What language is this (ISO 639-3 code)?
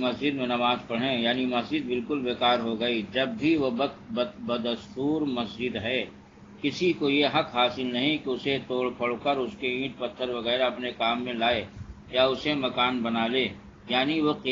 urd